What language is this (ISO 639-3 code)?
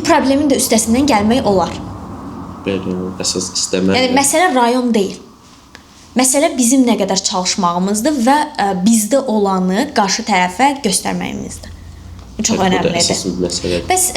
aze